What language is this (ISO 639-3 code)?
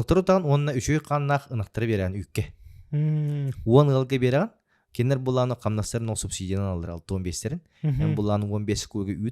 sah